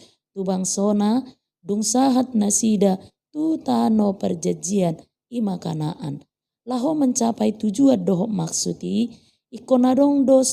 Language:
Batak Toba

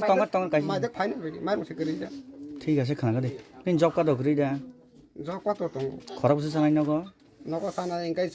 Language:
Kok Borok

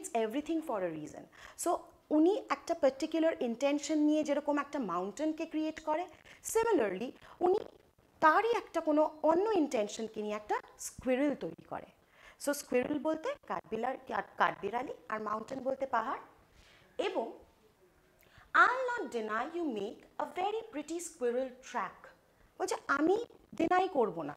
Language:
Bangla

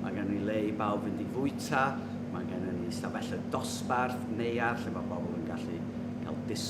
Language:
Welsh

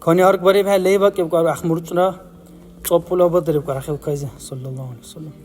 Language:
Dargwa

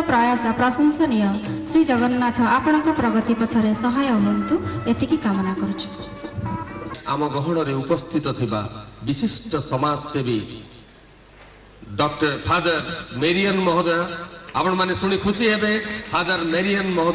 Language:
Odia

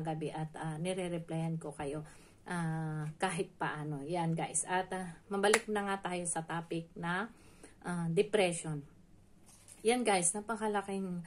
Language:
Filipino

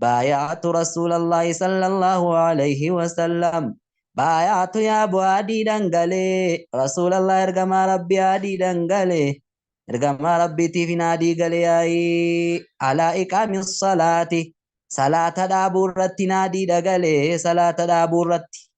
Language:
Oromo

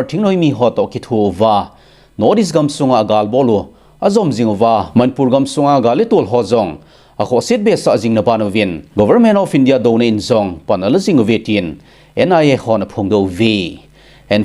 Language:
Thado Chin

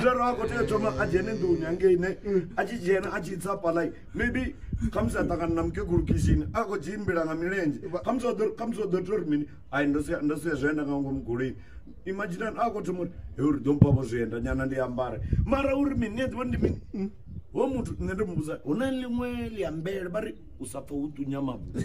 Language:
Venda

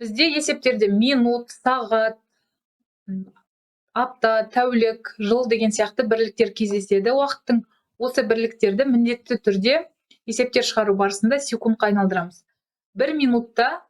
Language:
Kazakh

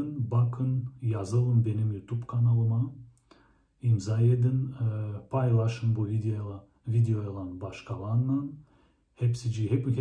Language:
Gagauz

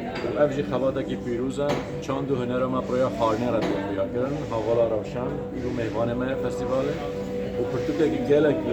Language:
Kurdish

